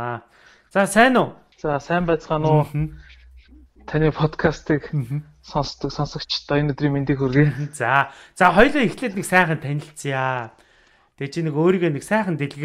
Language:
Mongolian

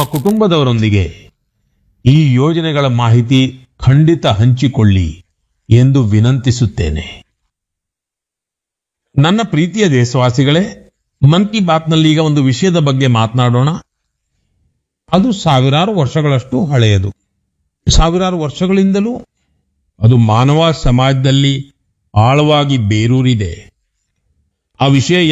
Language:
Kannada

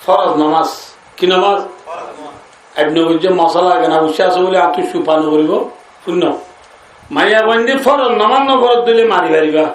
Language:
Rohingya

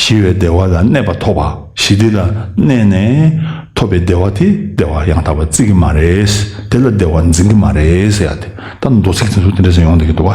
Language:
Tibetan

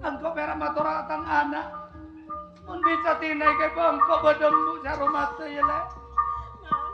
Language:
Madurese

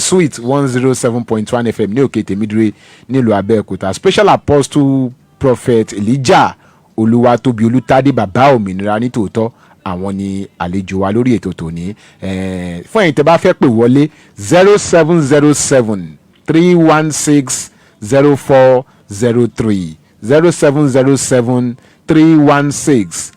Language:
Yoruba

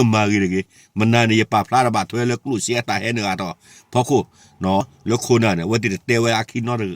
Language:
S'gaw Karen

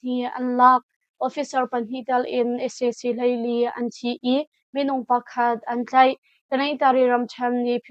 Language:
Hakha Chin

